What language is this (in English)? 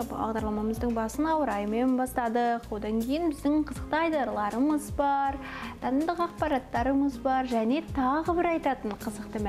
Kazakh